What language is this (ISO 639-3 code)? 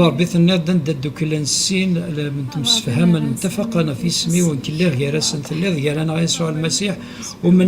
kab